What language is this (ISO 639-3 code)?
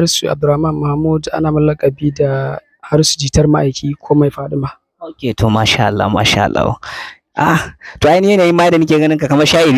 hau